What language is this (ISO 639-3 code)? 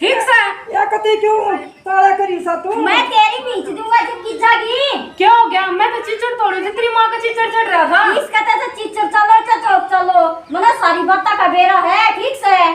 bgc